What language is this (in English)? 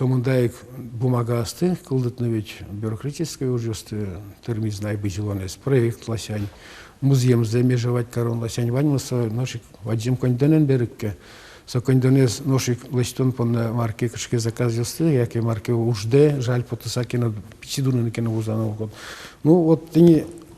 Udmurt